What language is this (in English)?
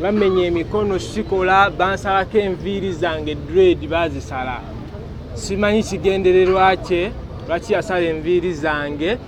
Ganda